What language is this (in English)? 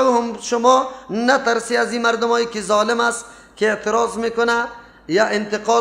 Persian